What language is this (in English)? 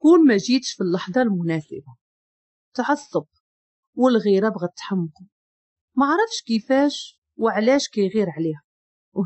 Moroccan Arabic